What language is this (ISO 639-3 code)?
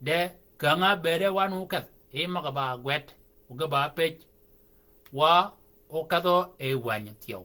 shk